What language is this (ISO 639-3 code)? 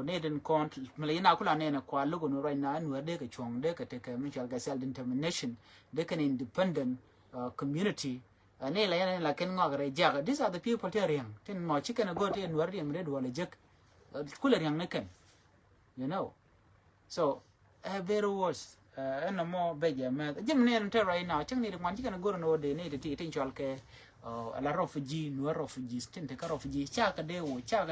nus